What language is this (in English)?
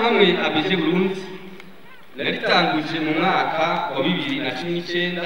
Rundi